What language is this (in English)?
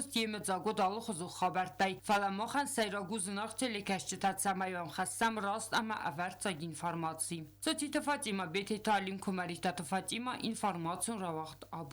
Ossetic